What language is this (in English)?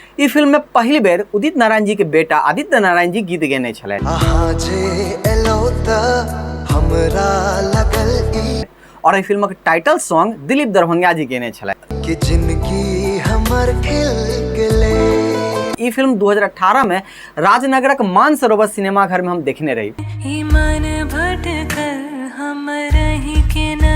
Maithili